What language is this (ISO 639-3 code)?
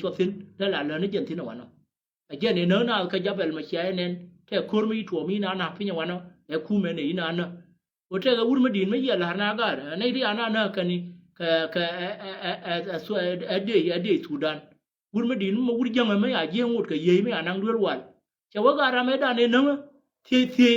nus